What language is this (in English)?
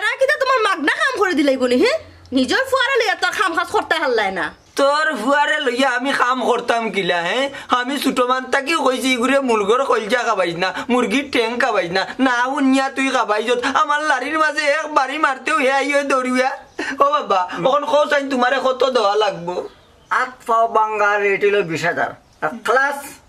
Sylheti